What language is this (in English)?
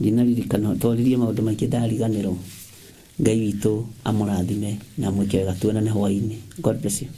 Kikuyu